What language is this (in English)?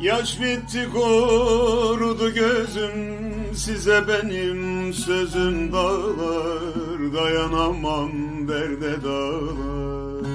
Zaza